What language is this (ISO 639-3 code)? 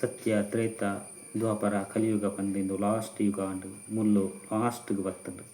tcy